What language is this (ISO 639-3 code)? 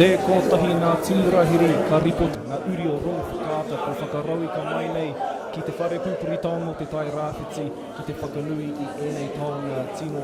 mri